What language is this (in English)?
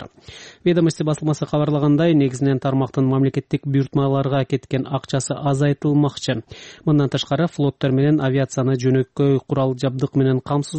Kyrgyz